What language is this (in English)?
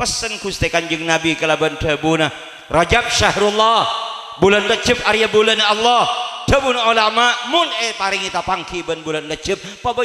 Madurese